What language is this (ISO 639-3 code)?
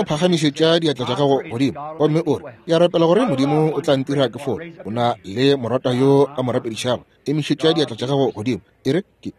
nso